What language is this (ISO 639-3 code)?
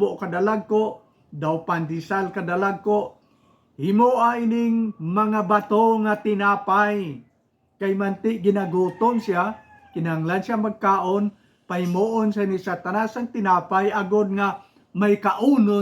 hil